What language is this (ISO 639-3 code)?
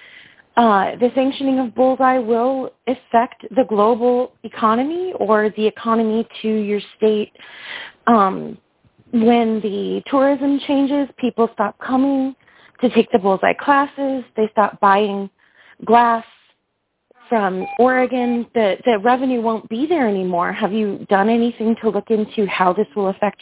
eng